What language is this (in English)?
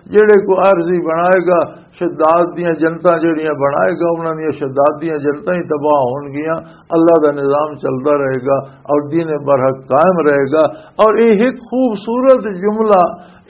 Western Panjabi